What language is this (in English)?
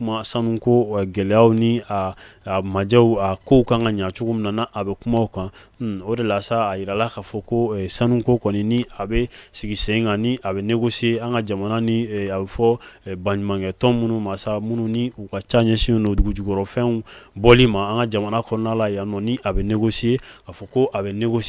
Bambara